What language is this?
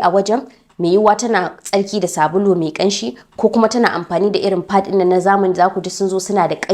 Hausa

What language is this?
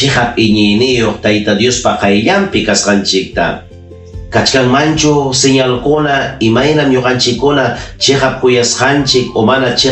Ayacucho Quechua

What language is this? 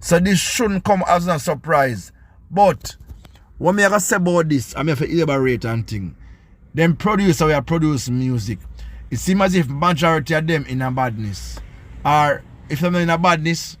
Jamaican Creole English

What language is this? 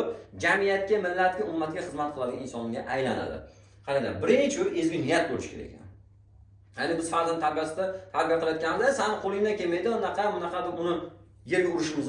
Uzbek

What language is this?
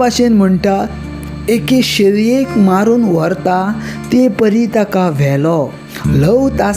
Konkani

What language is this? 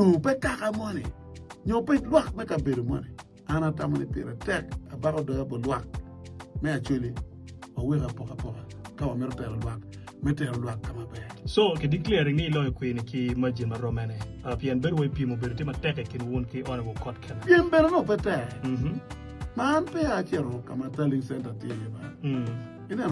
Acoli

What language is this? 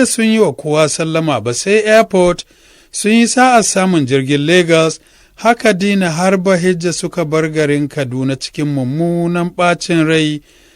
Hausa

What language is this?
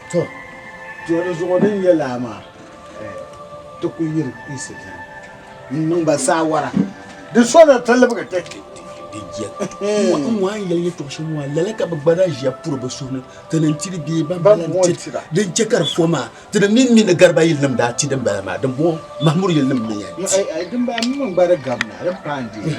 Dagbani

